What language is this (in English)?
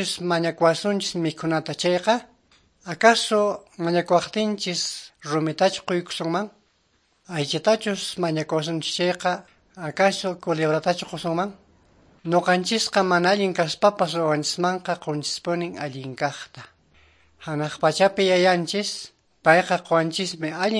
Quechua